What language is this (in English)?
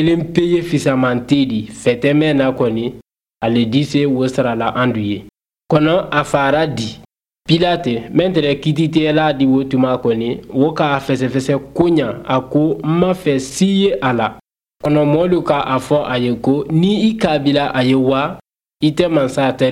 Bambara